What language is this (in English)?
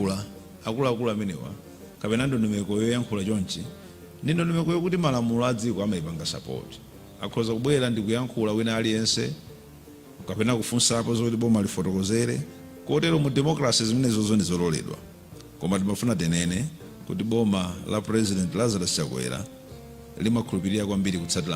Nyanja